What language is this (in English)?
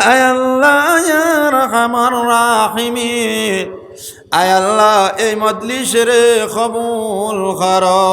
Sylheti